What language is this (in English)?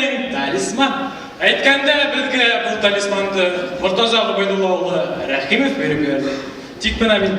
Bashkir